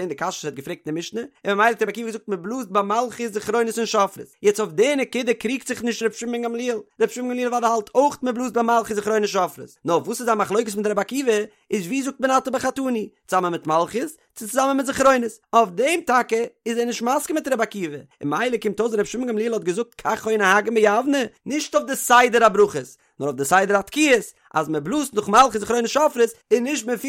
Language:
Yiddish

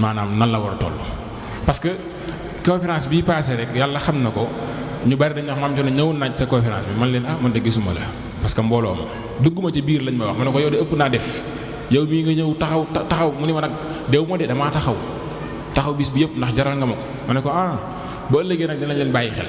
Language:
Wolof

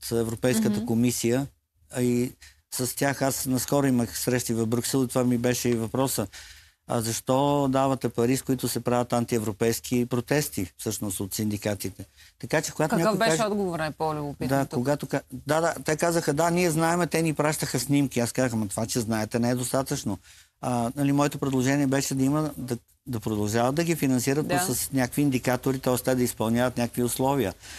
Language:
Bulgarian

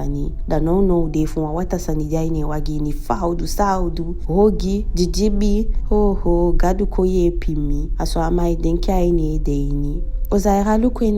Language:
Eastern Maroon Creole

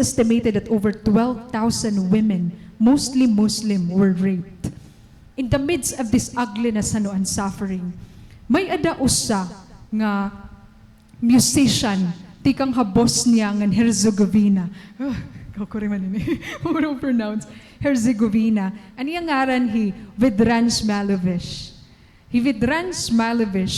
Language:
Waray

